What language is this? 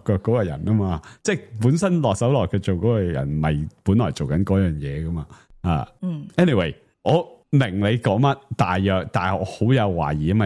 Cantonese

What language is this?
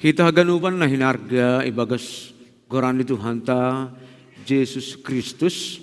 Batak Simalungun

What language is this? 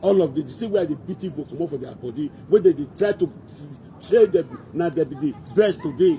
Nigerian Pidgin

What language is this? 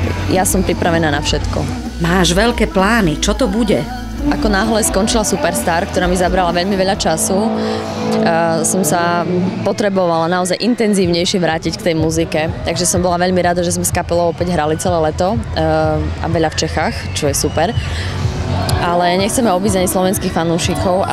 Slovak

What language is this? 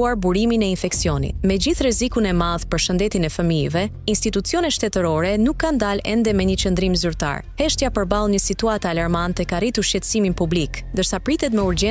Albanian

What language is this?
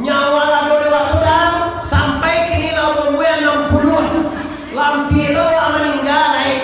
Minangkabau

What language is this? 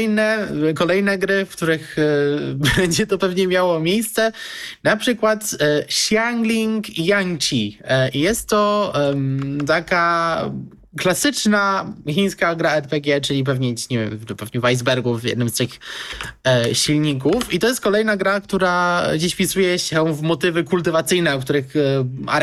Polish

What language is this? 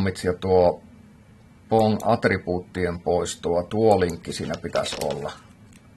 Finnish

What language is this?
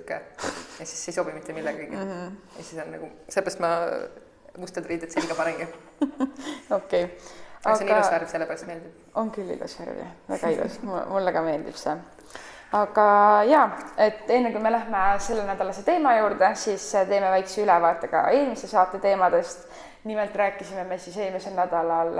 Estonian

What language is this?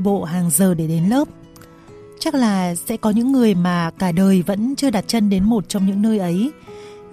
Vietnamese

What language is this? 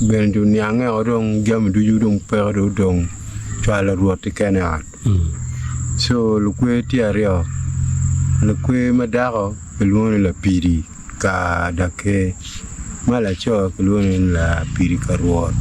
Acoli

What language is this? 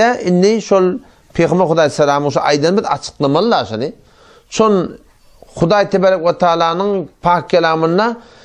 Turkmen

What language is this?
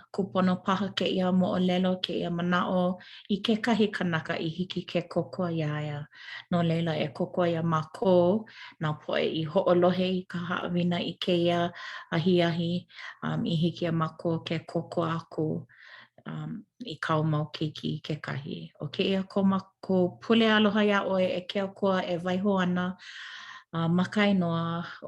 Hawaiian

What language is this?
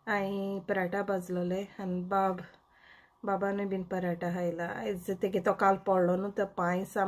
Konkani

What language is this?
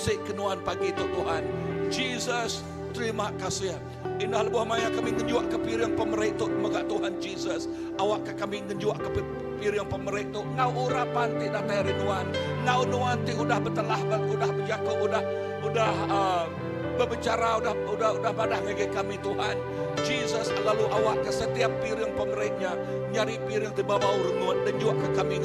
Iban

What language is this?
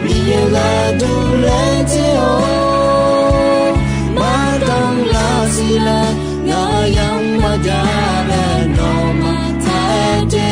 Akha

